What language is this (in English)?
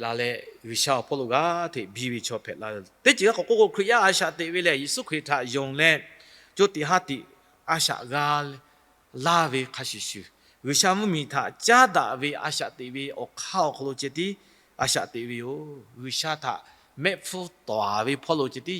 Lahu